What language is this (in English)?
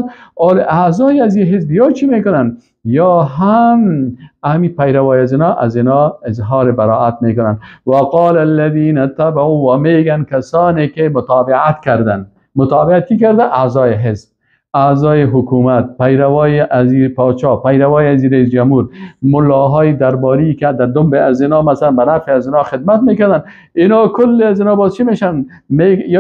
Persian